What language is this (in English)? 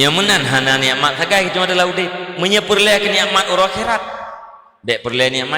Achinese